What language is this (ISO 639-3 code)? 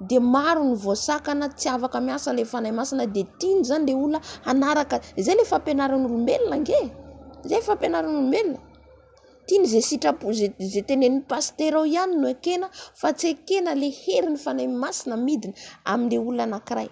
mlg